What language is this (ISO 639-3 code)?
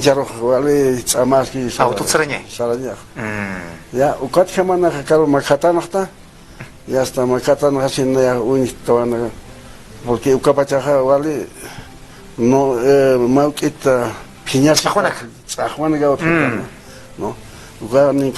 aym